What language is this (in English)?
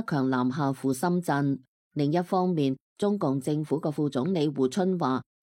Cantonese